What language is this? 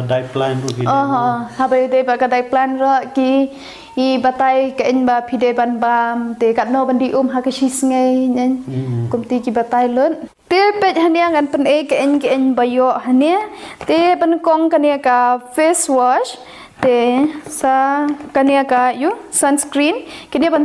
Khasi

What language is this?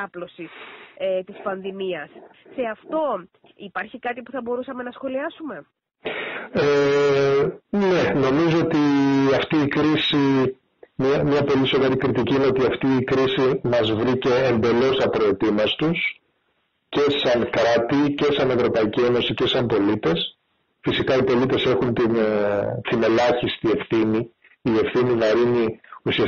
Greek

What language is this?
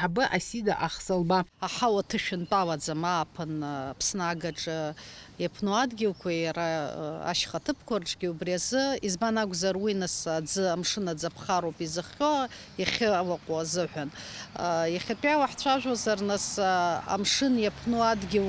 Abkhazian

